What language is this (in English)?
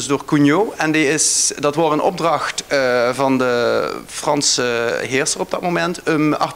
Limburgish